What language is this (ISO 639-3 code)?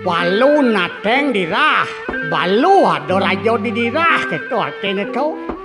ban